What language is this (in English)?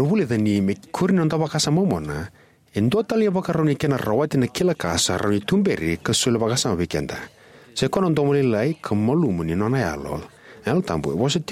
Fijian